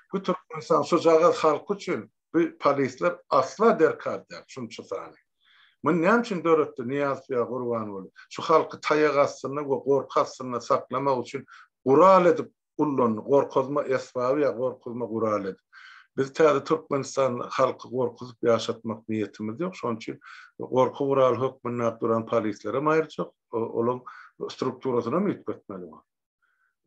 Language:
Turkmen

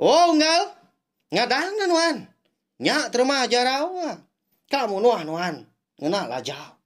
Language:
Iban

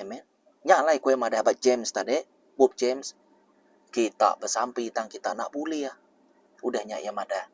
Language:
Iban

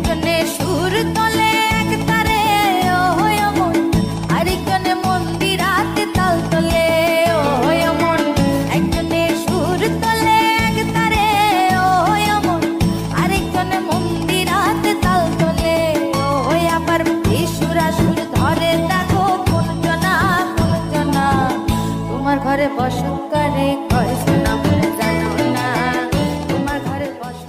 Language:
Sylheti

